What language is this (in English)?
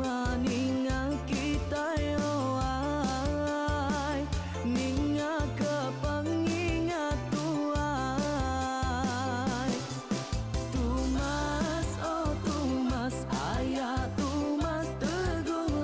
Iban